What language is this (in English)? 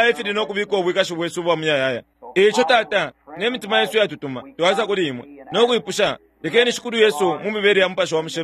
Bemba